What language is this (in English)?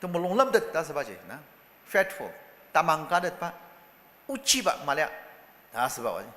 Ao Naga